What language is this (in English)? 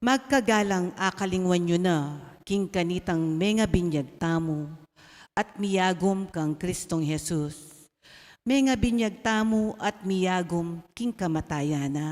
Pampanga